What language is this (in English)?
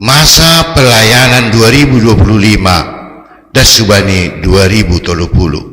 Batak Simalungun